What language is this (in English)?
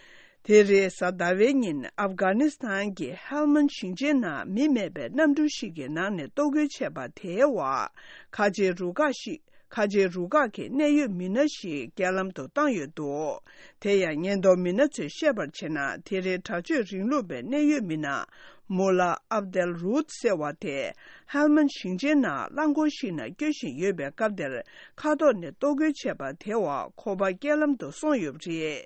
Tibetan